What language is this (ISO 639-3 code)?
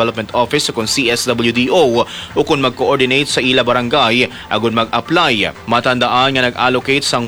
hil